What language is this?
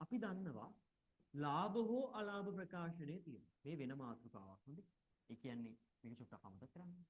Sinhala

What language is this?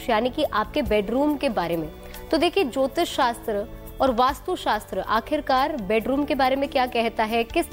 Hindi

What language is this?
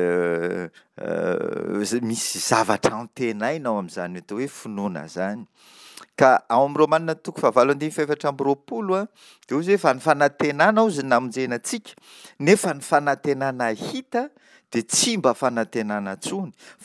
Malagasy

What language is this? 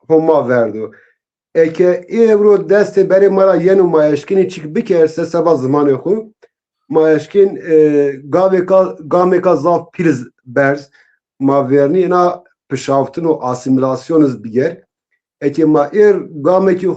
Zaza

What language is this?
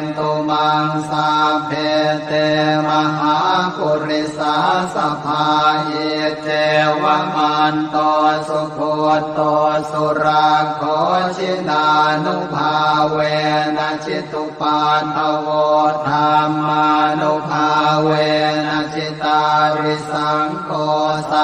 Pali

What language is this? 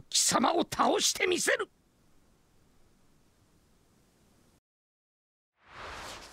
Japanese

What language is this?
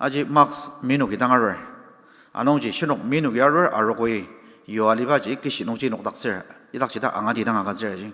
Ao Naga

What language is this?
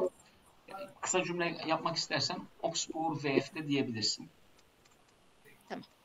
Turkish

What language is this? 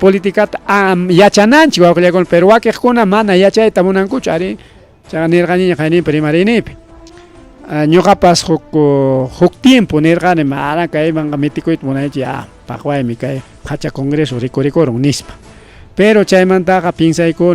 Ayacucho Quechua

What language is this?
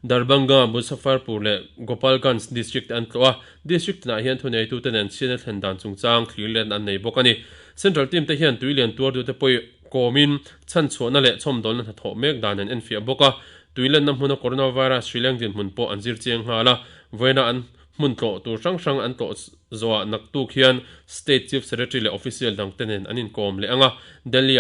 Mizo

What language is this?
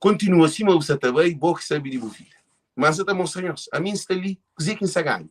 Kabuverdianu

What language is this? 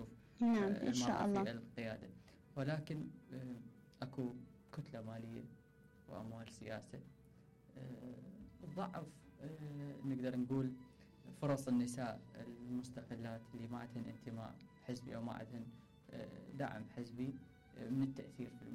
Mesopotamian Arabic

